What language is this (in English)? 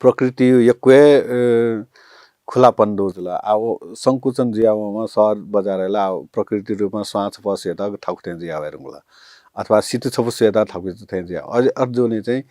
Newari